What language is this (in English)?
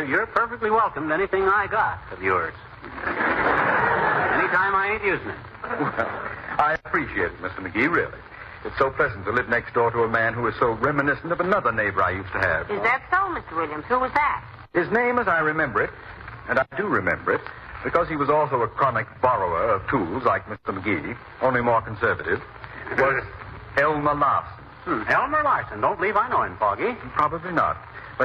English